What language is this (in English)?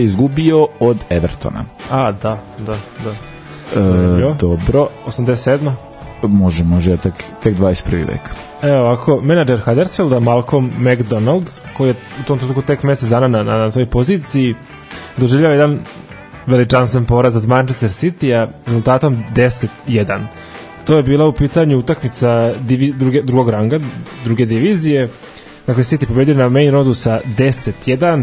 Serbian